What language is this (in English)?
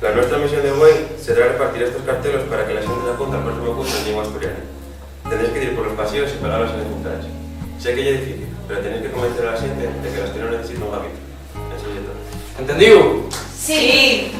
Asturian